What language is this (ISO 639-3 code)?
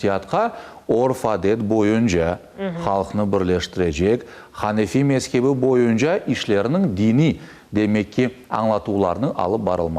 crh